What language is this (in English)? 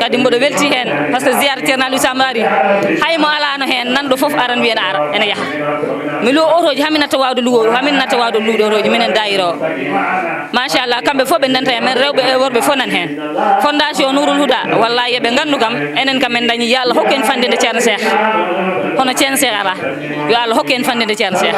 Fula